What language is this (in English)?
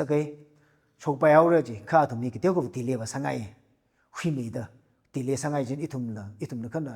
Tangkhul Naga (India)